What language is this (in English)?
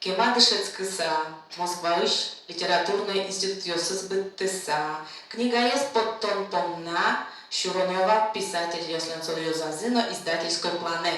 Udmurt